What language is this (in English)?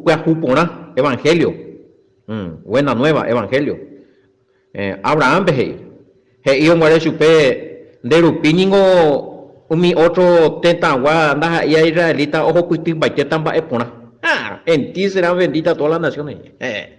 Guarani